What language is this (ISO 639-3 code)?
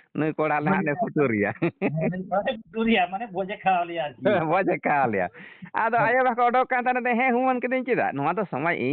sat